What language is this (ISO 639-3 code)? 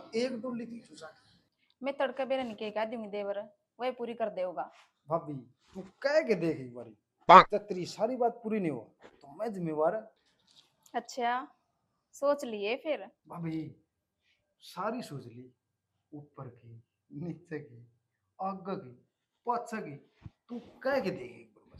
bgc